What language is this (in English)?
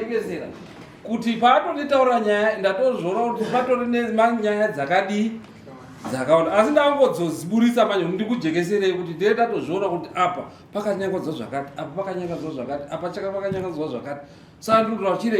Shona